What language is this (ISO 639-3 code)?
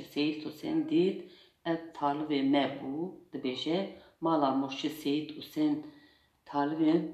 kur